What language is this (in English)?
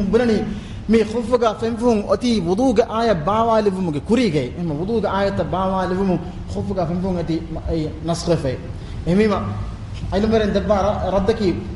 Divehi